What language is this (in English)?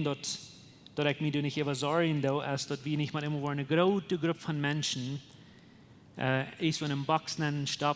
Plautdietsch